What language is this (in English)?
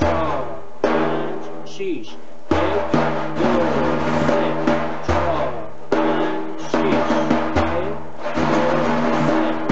Persian